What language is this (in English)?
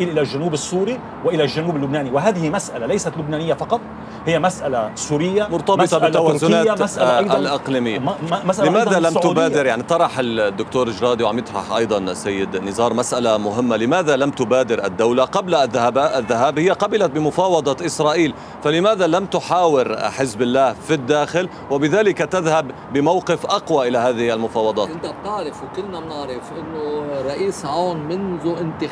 Arabic